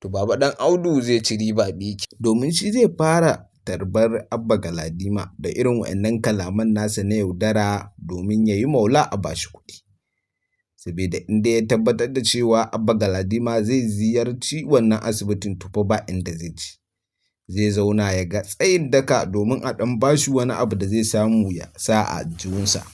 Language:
Hausa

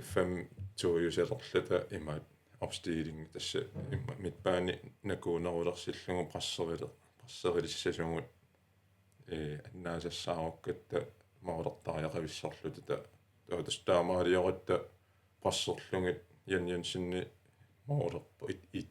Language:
Kalaallisut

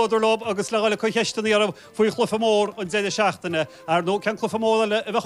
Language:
Irish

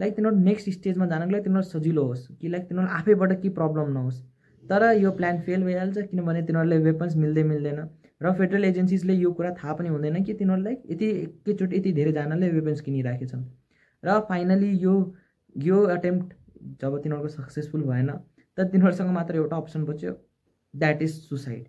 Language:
Nepali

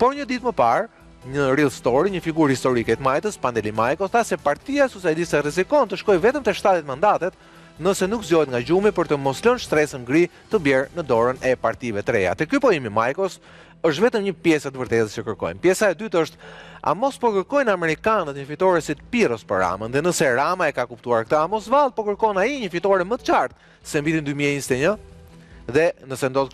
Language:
Albanian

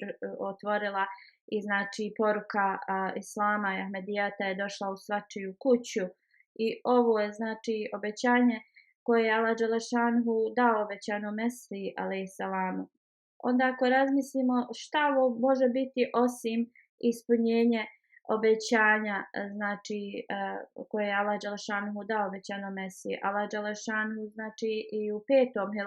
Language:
Bosnian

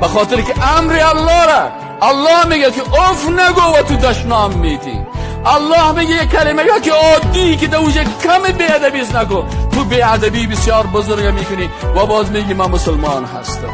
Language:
Persian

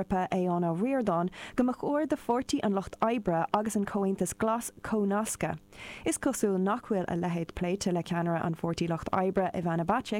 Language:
Irish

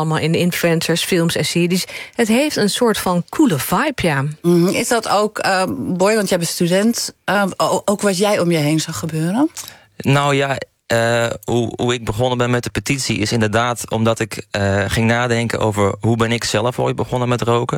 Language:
Dutch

